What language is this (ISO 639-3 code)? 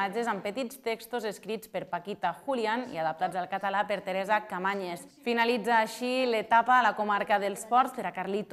cat